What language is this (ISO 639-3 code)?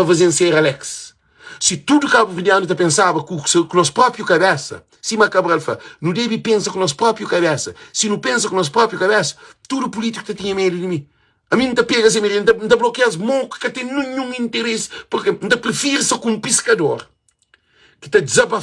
kea